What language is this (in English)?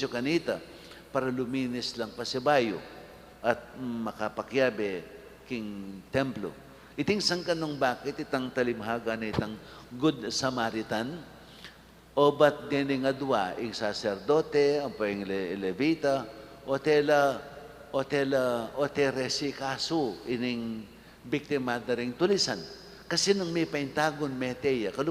Pampanga